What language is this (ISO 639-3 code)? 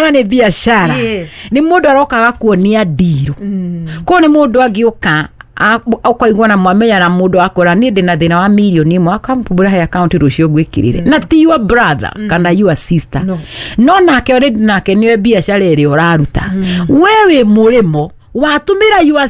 kik